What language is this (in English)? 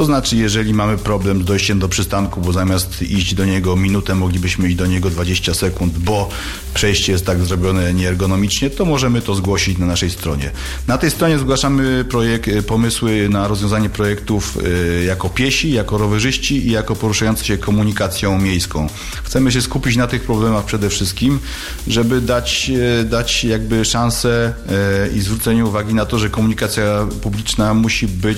Polish